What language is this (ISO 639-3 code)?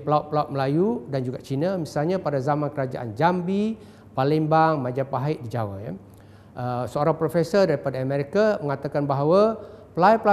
msa